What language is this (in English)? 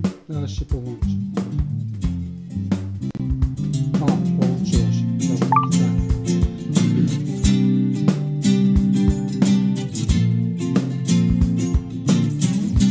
Polish